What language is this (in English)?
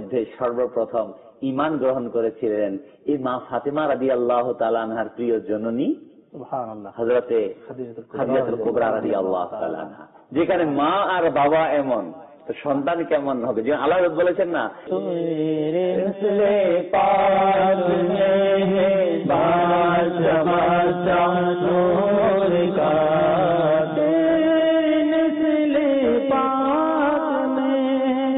Bangla